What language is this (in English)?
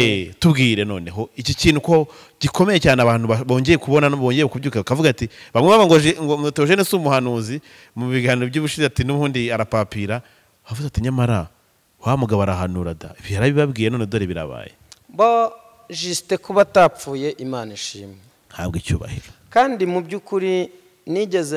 Kinyarwanda